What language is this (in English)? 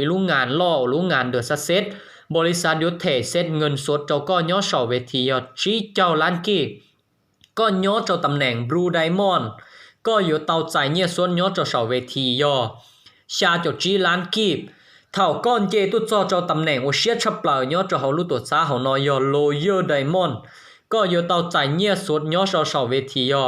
Hmong